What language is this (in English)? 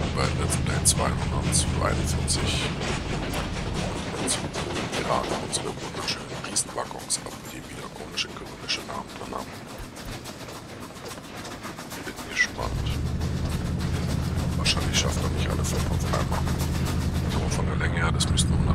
German